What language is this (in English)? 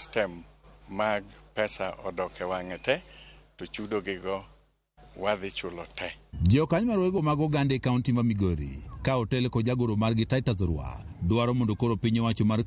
Luo (Kenya and Tanzania)